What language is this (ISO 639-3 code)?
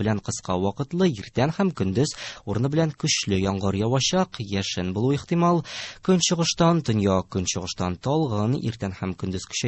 tat